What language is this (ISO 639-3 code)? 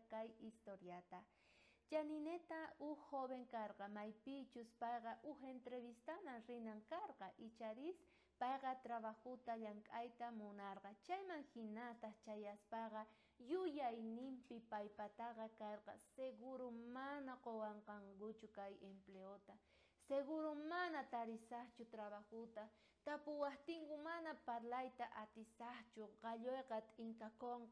quh